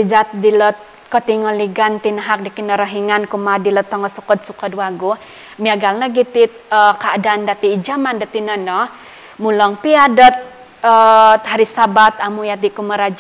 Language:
Central Dusun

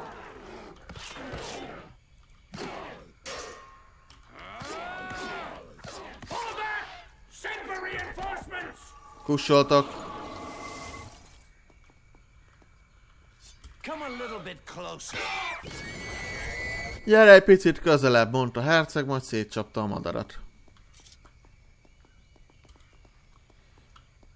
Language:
Hungarian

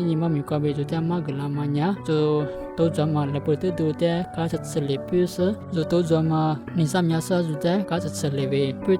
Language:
Lisu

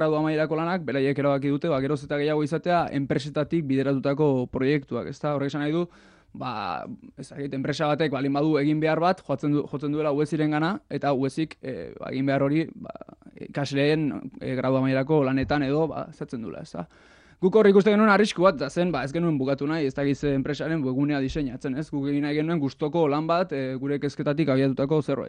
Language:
Basque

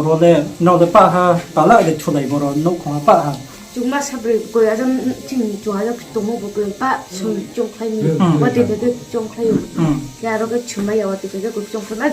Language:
Riang (India)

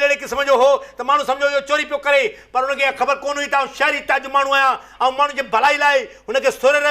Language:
Sindhi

